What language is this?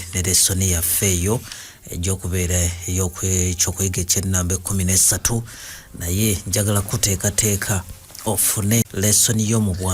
Ganda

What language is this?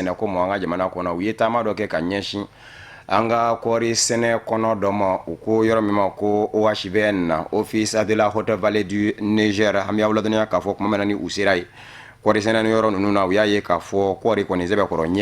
Bambara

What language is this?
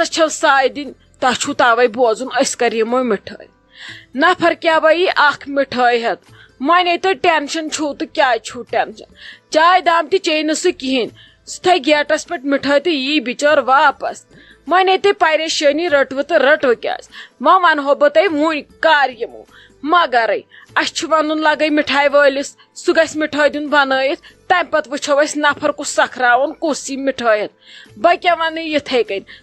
Kashmiri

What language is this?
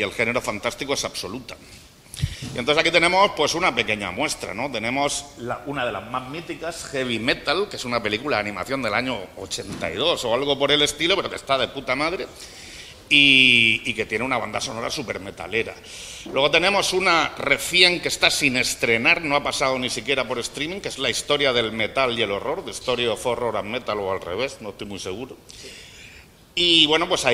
Spanish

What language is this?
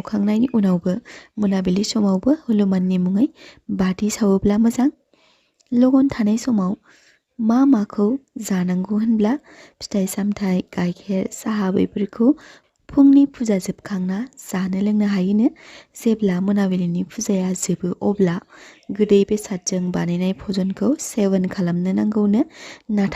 Bodo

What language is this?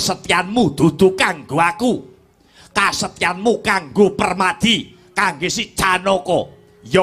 Javanese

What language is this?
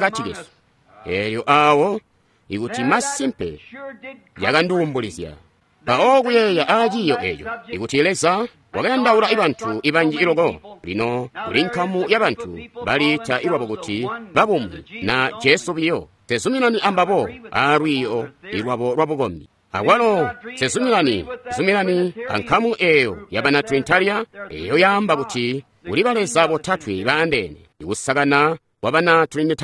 Tonga (Zambia)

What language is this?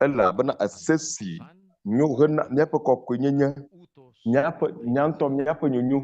Ewe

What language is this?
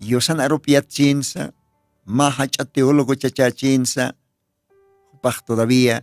Aymara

